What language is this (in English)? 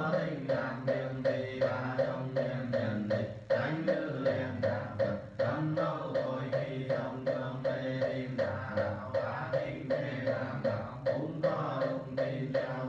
Vietnamese